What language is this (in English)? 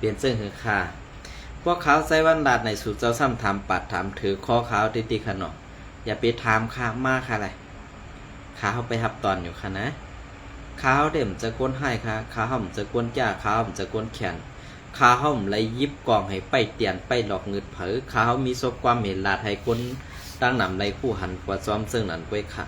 Shan